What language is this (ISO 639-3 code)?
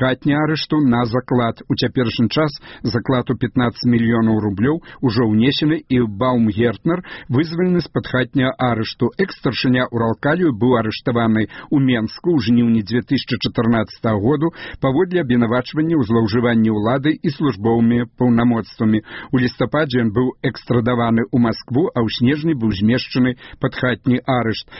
bel